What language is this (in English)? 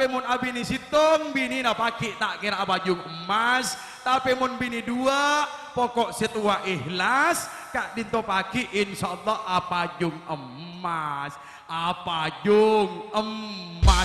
Madurese